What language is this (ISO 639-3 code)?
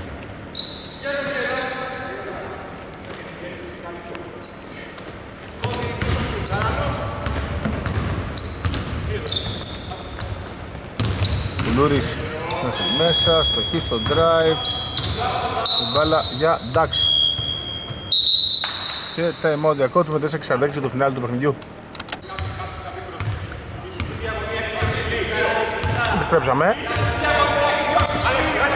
ell